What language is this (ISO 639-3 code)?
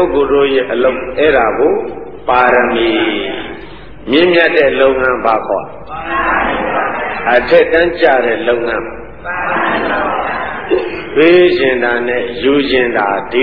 mya